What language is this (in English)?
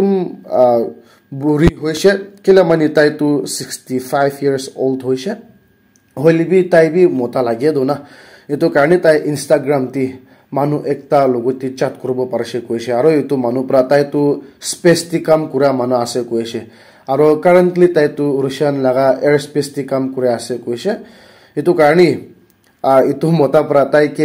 Naga Pidgin